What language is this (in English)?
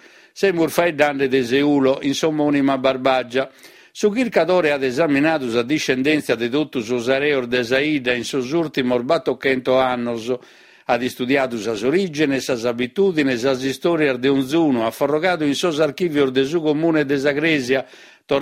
Sardinian